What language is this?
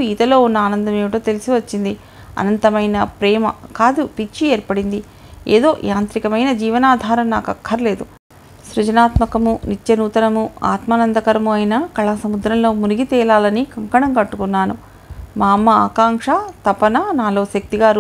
Telugu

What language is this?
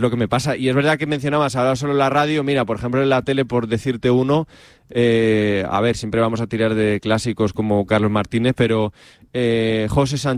Spanish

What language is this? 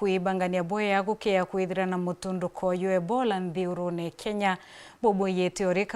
Meru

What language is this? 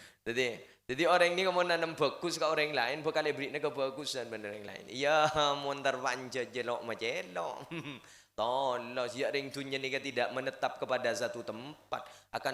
Madurese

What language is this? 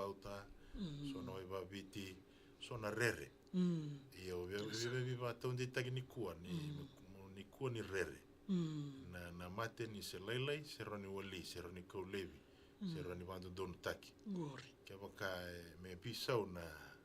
Fijian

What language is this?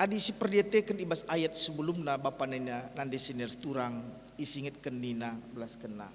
Batak Karo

